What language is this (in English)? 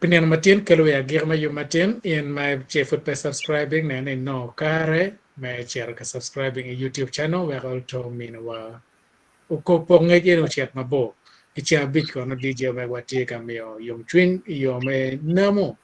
Acoli